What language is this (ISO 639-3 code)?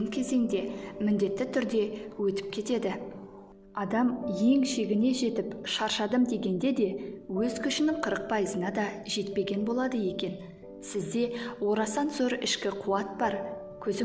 kaz